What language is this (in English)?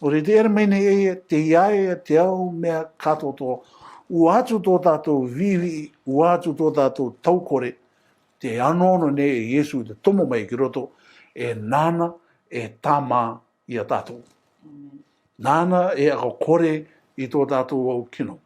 Rarotongan